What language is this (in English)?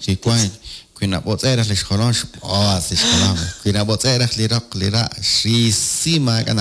Kekchí